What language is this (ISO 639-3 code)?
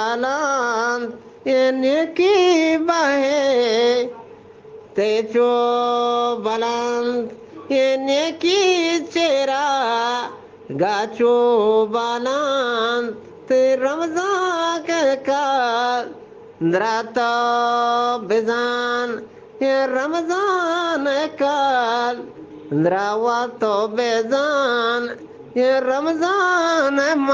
bgp